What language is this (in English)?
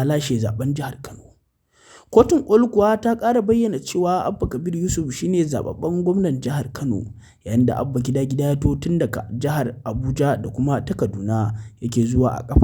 Hausa